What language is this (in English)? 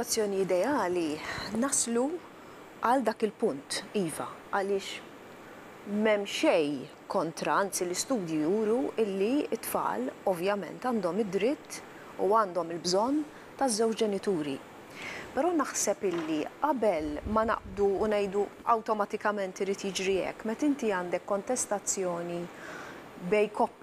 Maltese